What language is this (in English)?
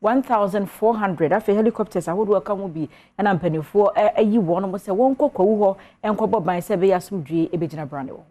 Akan